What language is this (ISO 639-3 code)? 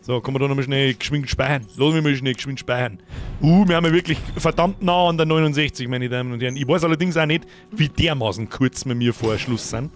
bar